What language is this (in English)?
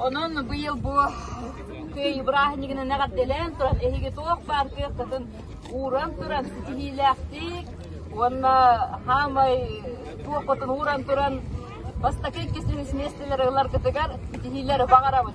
Yakut